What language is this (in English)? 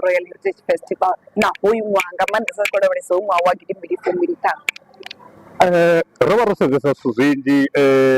Venda